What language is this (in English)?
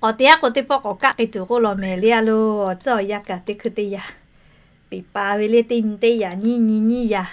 Lahu